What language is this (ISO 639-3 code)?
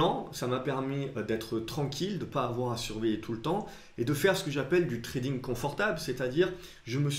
fra